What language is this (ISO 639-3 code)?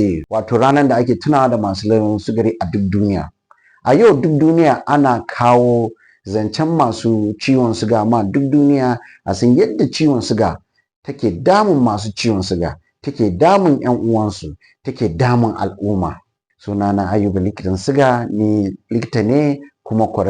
hau